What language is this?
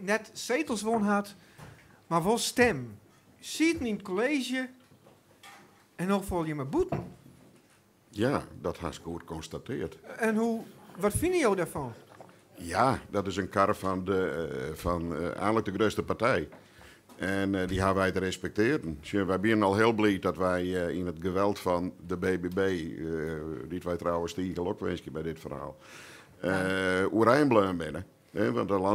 Dutch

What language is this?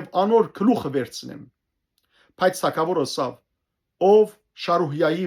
Western Armenian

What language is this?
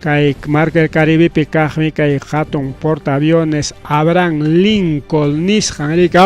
Ayacucho Quechua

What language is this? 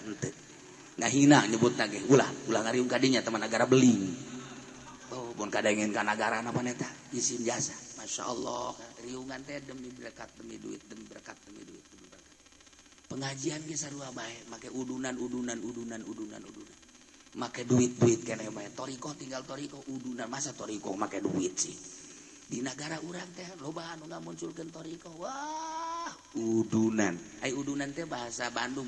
Sundanese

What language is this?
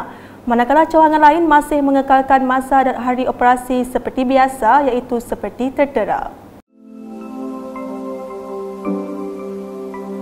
Malay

